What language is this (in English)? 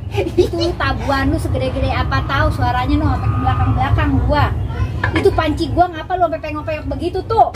Betawi